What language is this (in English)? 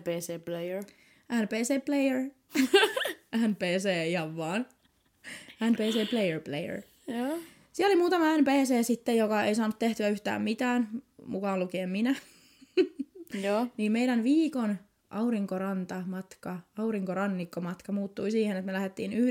Finnish